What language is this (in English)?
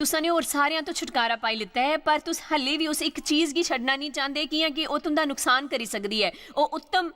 Dogri